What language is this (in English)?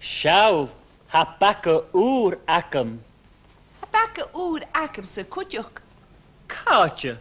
Scottish Gaelic